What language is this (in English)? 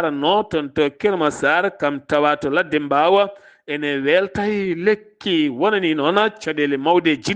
Fula